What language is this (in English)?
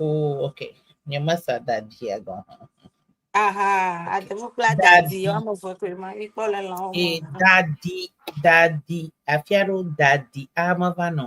Ewe